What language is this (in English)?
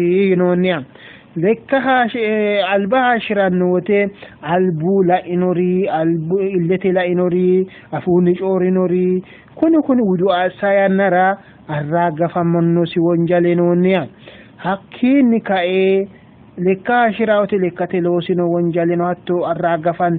Sidamo